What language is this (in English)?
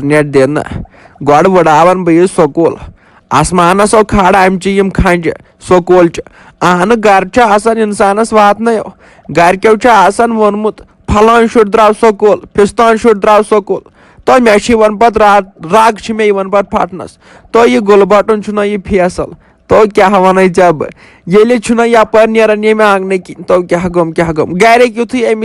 Kashmiri